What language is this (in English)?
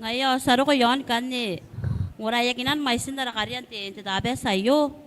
Gilbertese